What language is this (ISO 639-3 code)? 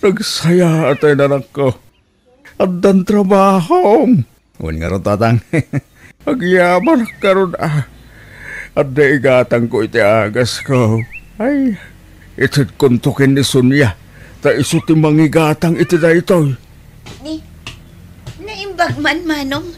ilo